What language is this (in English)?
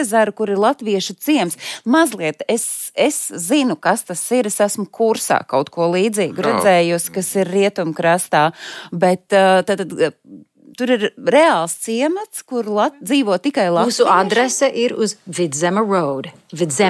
Latvian